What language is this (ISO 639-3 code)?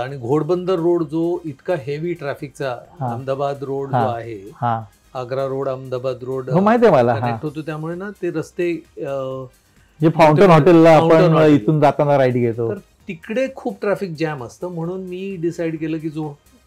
mar